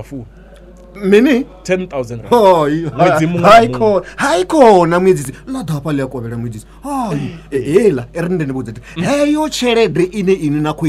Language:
Venda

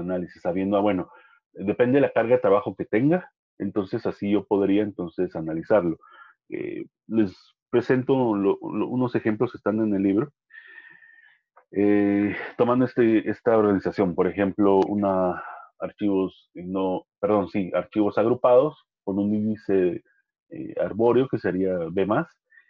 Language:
Spanish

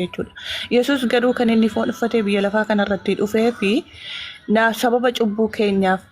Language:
Oromo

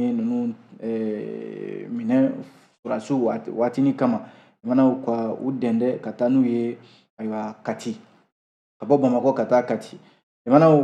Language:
Bambara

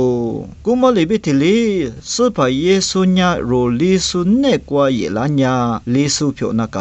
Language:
Lisu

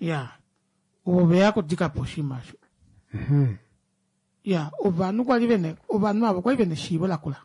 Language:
Kuanyama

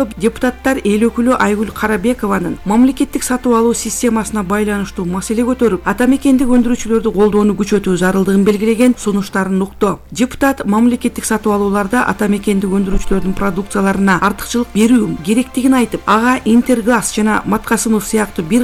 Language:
Kyrgyz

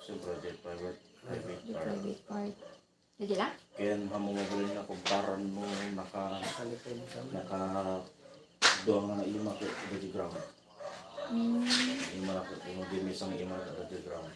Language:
Iloko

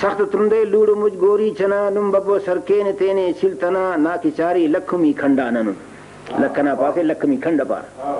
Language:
Brahui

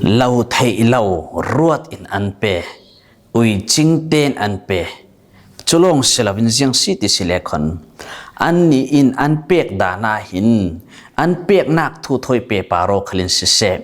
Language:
Falam Chin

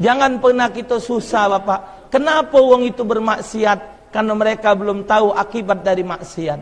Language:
Musi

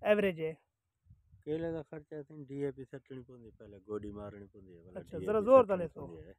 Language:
Saraiki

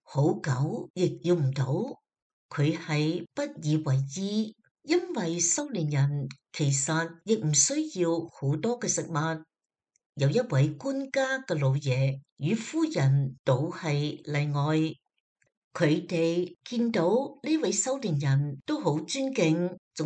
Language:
Cantonese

